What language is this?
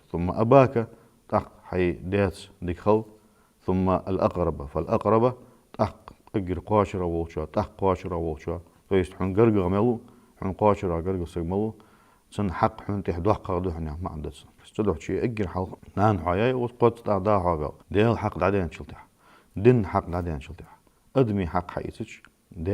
Ingush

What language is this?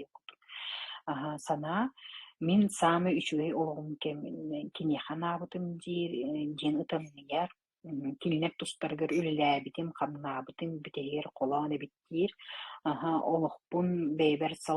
Yakut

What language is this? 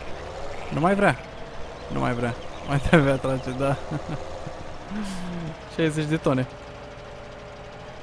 Romanian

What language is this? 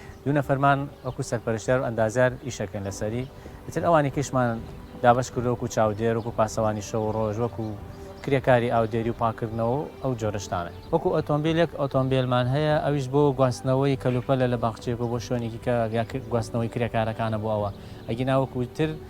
Central Kurdish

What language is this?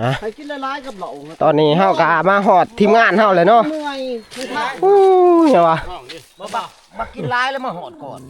Northeastern Thai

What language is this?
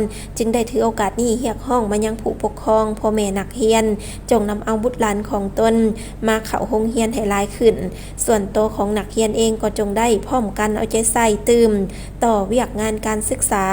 Lao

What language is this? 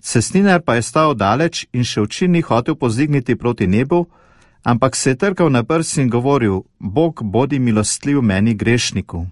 Slovenian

